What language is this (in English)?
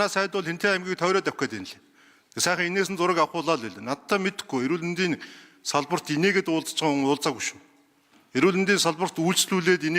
Mongolian